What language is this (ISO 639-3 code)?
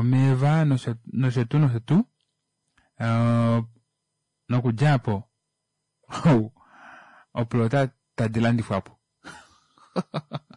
kua